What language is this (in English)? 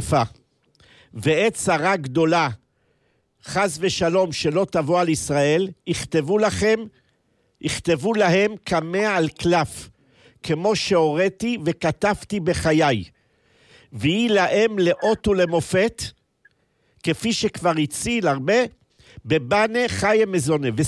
Hebrew